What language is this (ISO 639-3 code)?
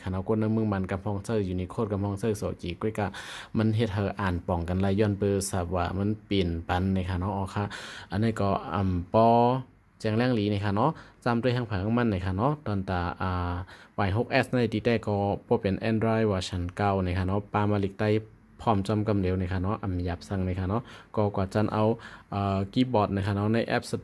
shn